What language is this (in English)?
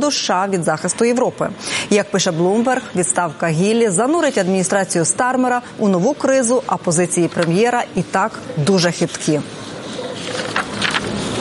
Ukrainian